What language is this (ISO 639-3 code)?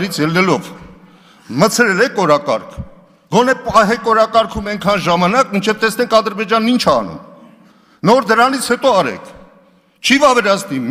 hye